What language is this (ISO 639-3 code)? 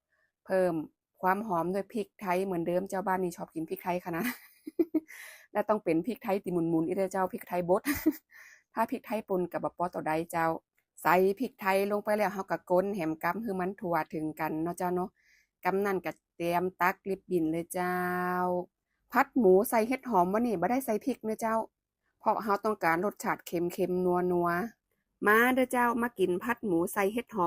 lao